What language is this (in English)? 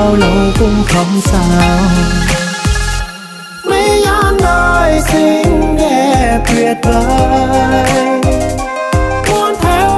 Vietnamese